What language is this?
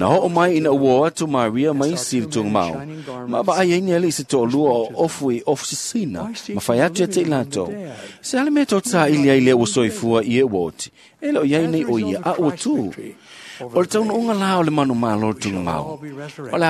Samoan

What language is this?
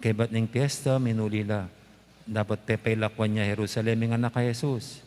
Pampanga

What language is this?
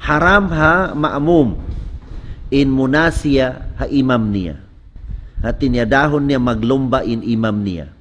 Tausug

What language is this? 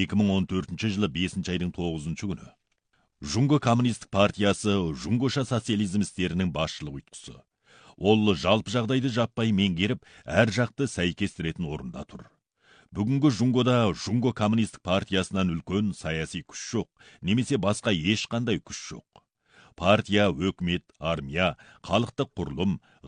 Kazakh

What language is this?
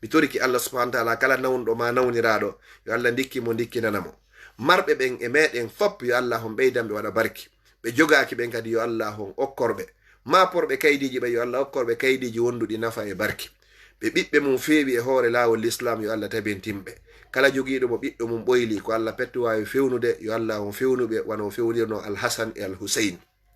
Fula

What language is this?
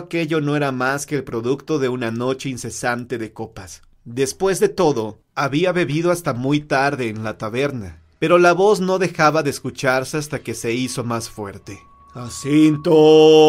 Spanish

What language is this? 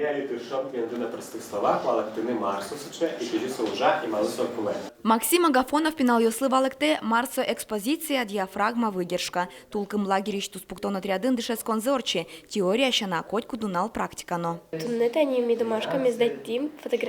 Udmurt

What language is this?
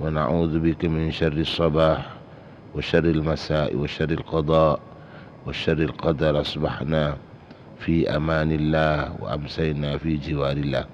Madurese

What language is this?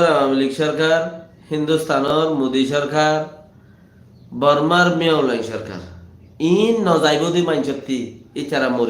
Rohingya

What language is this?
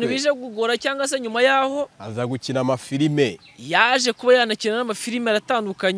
Kinyarwanda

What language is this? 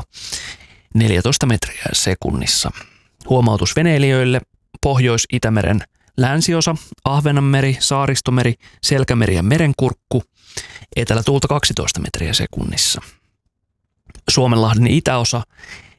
Finnish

